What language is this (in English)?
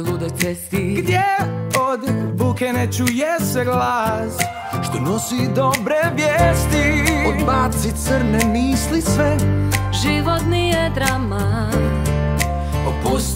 Croatian